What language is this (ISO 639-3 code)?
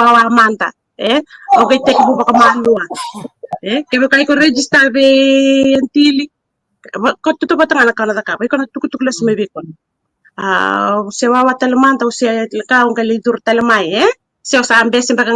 fij